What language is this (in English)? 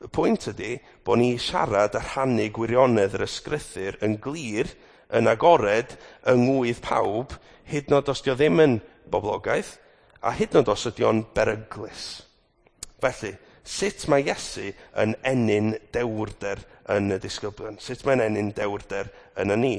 Welsh